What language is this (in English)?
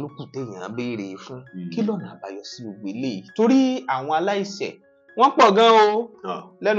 Yoruba